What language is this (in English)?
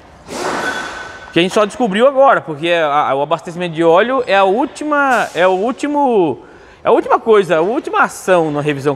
Portuguese